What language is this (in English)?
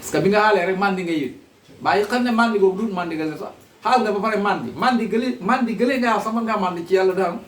Wolof